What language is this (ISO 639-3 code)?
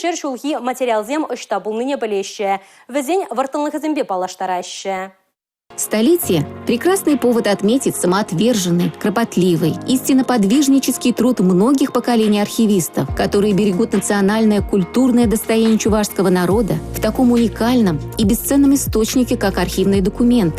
chv